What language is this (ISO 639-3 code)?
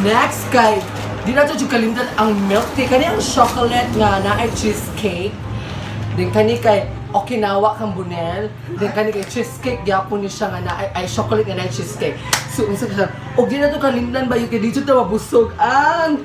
ceb